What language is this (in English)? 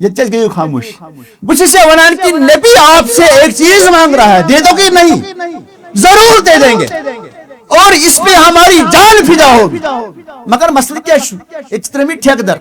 Kashmiri